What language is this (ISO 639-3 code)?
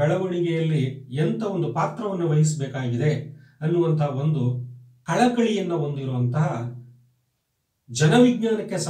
kan